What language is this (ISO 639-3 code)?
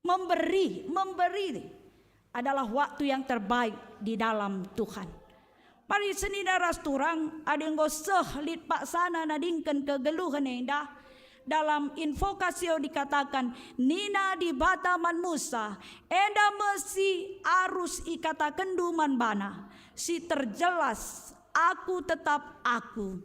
btx